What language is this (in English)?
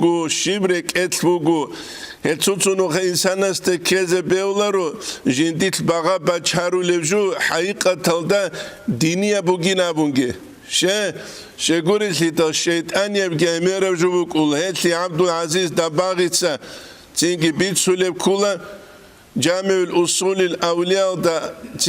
Avaric